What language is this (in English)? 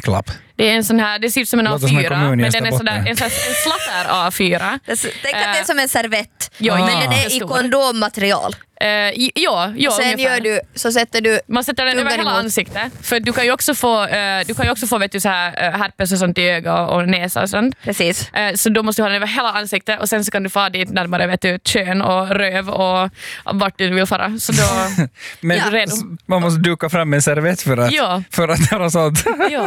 Swedish